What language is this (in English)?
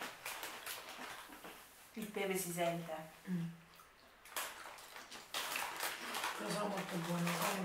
Italian